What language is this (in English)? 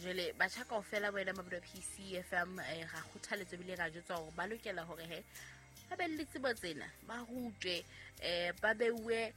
Southern Sotho